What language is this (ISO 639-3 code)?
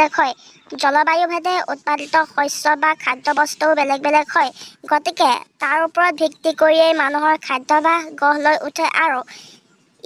asm